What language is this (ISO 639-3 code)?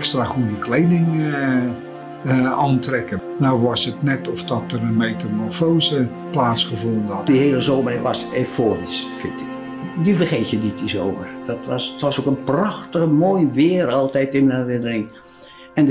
nld